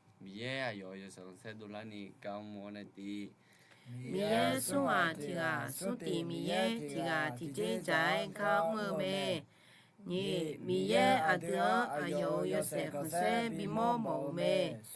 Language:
Akha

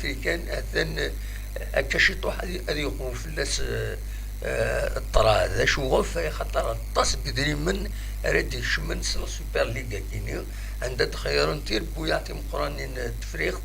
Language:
Kabyle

